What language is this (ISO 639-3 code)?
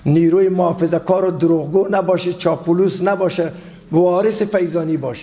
fas